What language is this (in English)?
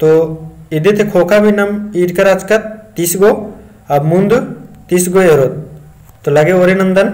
Kurukh